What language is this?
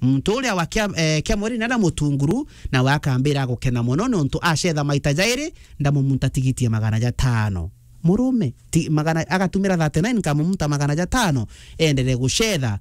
Meru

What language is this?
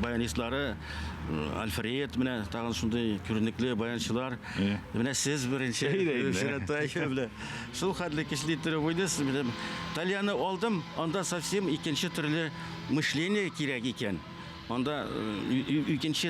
Tatar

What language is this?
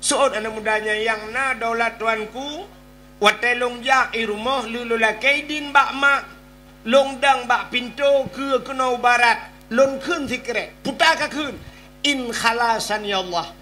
Achinese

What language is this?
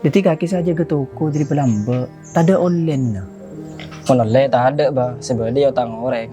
Madurese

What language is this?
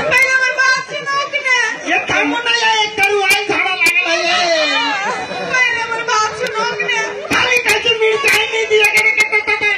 Maithili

